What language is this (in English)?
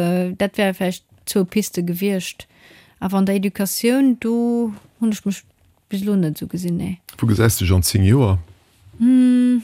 Luxembourgish